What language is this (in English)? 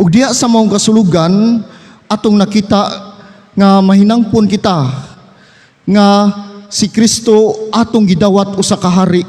Cebuano